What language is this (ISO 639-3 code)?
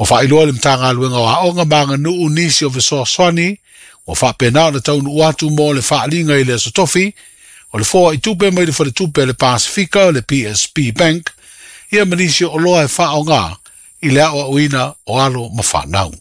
smo